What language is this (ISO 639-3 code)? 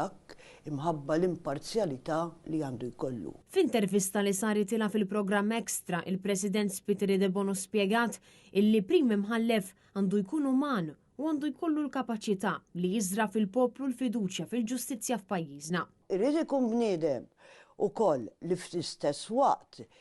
mlt